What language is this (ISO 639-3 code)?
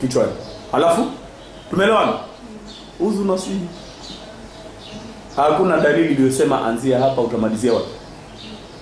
swa